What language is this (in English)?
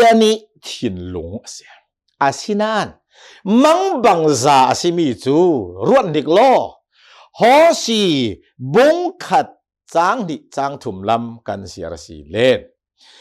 Hakha Chin